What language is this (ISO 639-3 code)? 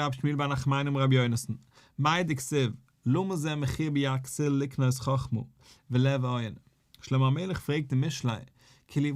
yid